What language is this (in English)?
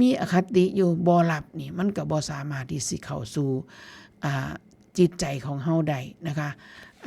Northeastern Thai